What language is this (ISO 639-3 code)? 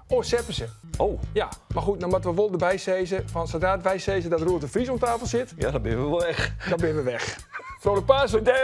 fry